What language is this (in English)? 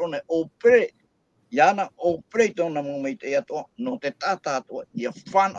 Tahitian